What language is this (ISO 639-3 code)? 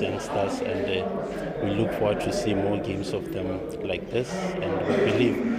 tsn